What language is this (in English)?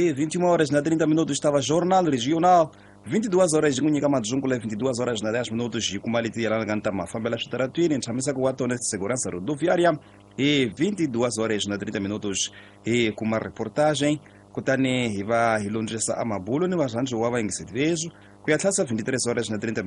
Tsonga